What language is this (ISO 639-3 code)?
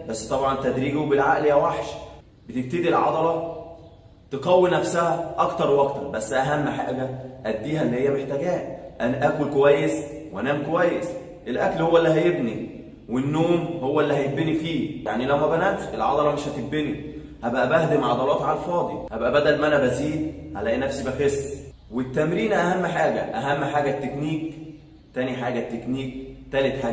arz